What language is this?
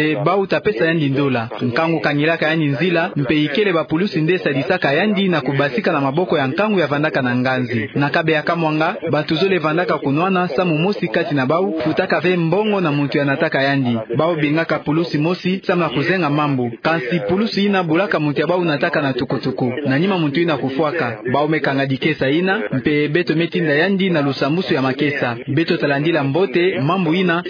Kituba (Democratic Republic of Congo)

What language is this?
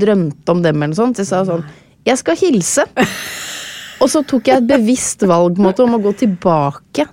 Norwegian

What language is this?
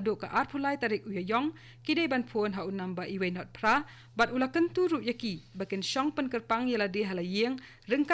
Khasi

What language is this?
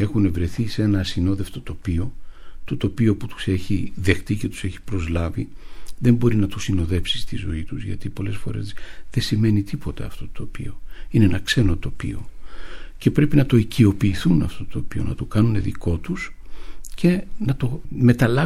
Greek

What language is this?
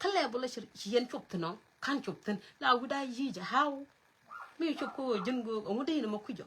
Nuer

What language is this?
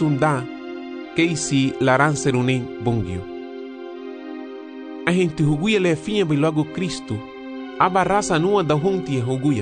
Garifuna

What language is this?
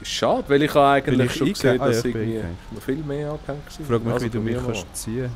Swiss German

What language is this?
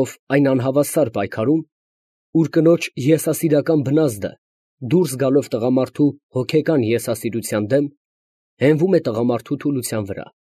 Armenian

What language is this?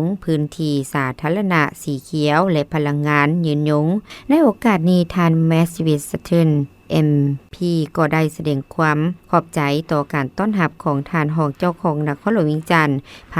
Lao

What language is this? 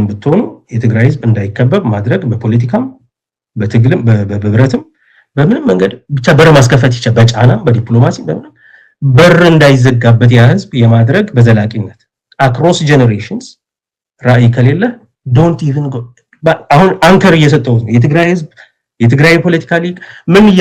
Amharic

